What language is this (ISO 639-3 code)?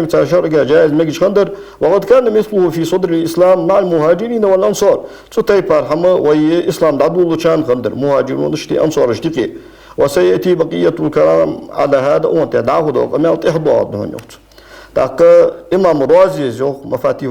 inh